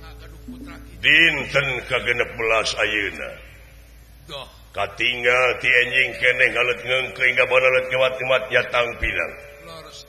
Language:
Sundanese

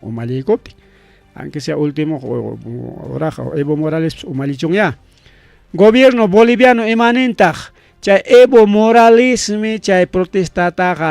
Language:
Ayacucho Quechua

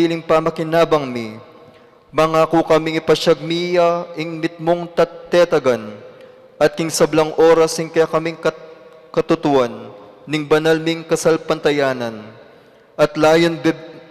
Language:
Pampanga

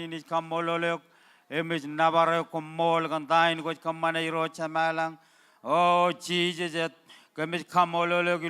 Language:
Marshallese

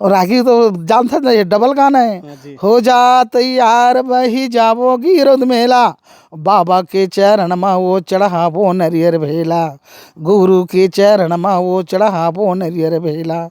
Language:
Chhattisgarhi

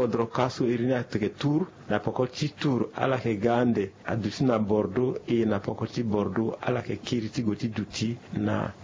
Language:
Sango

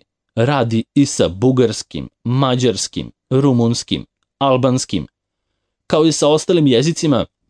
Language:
Serbian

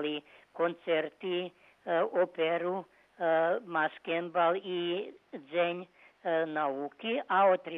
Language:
Rusyn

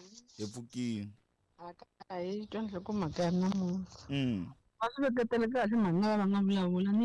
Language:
Tsonga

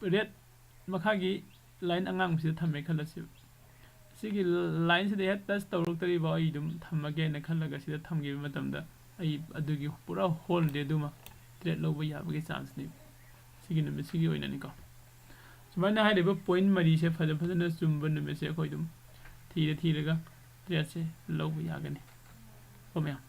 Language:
Manipuri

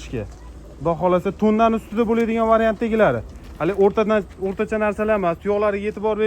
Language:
Uzbek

